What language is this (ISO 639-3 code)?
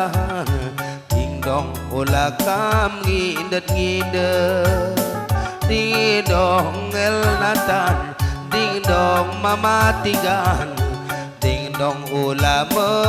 btx